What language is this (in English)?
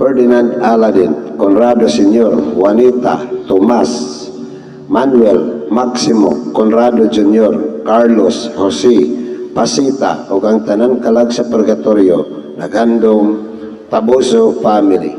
Cebuano